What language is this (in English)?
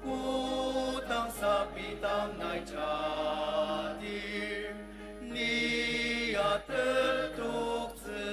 Ao Naga